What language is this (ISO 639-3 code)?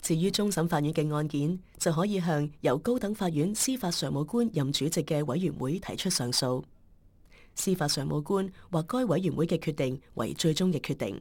yue